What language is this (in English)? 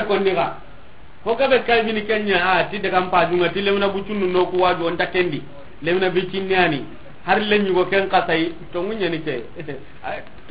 Soninke